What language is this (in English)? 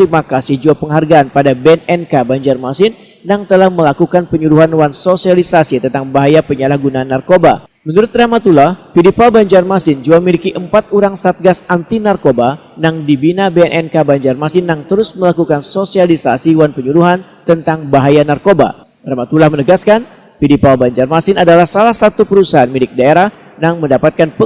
Banjar